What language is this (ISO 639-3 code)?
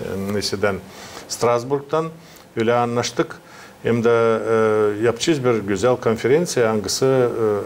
gag